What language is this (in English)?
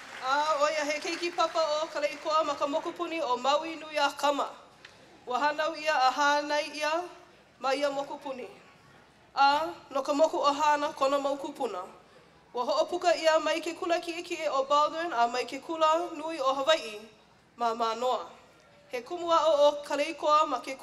Hawaiian